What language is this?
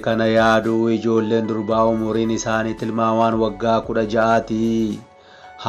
Oromo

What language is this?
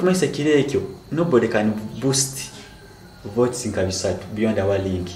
Nyoro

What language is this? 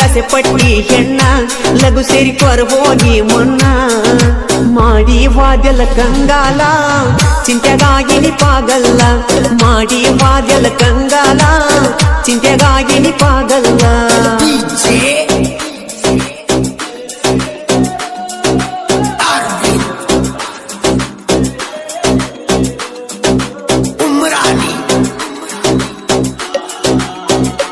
Kannada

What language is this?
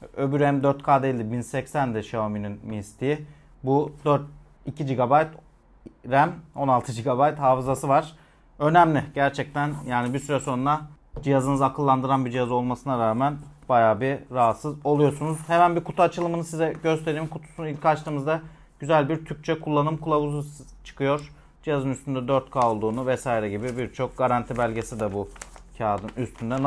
Turkish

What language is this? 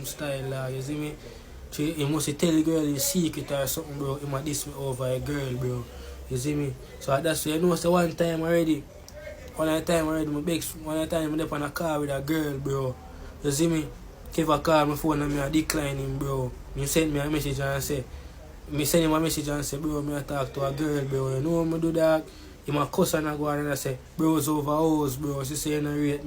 Jamaican Creole English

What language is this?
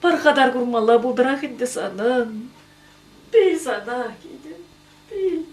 Chuvash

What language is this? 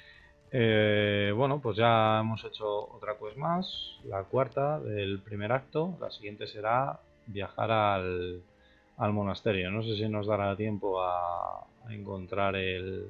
Spanish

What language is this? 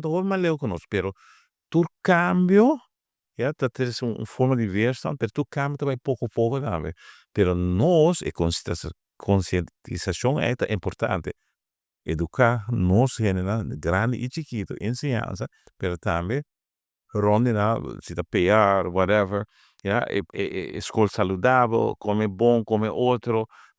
Papiamento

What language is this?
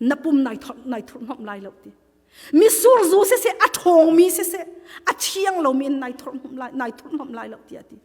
Hakha Chin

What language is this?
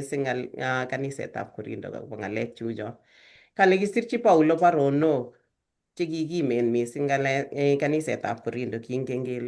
Kalenjin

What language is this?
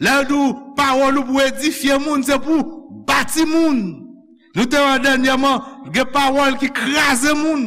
Haitian Creole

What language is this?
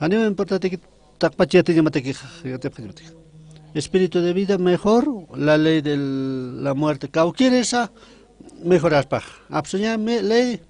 Aymara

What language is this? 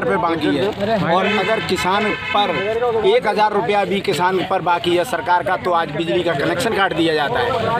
Hindi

